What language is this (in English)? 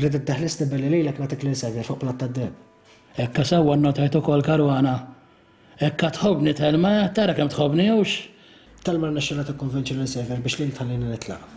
Maltese